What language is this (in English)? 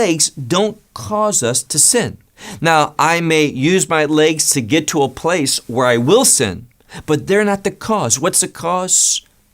English